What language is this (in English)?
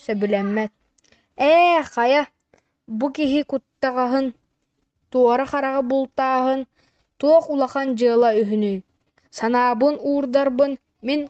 Yakut